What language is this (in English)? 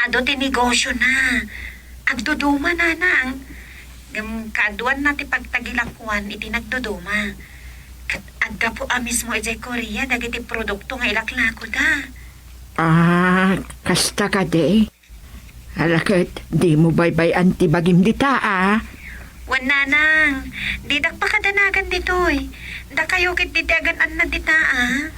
Iloko